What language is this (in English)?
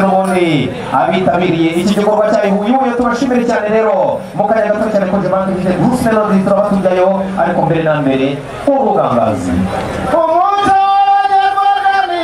Kinyarwanda